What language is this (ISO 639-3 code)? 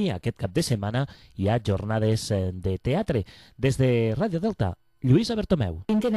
cat